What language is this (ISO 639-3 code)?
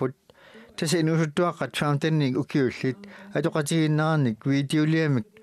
kal